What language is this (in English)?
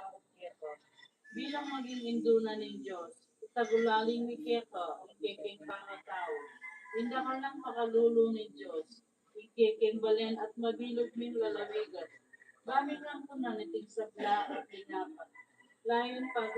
Pampanga